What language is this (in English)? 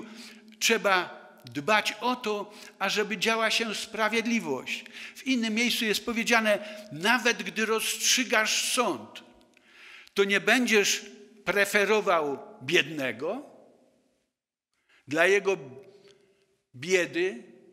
Polish